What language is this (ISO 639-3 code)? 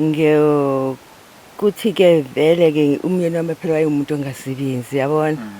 zul